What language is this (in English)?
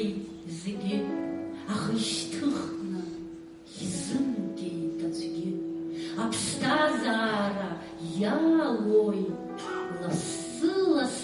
Abkhazian